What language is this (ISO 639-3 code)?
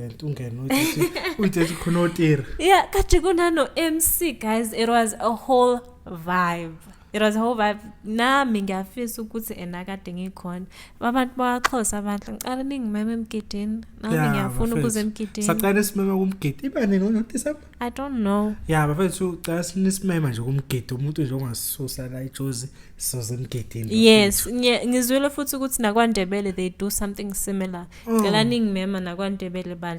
zul